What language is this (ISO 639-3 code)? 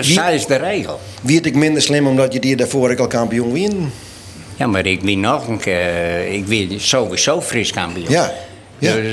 fry